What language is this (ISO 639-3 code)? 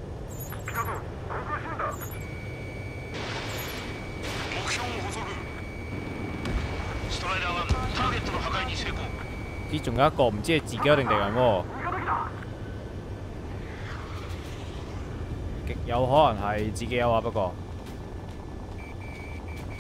jpn